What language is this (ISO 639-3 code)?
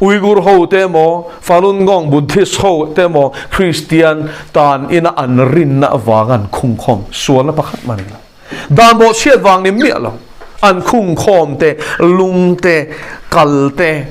lus